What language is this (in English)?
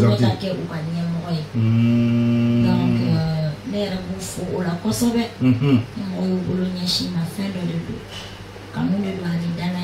Bambara